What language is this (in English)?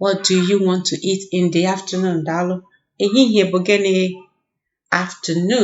Igbo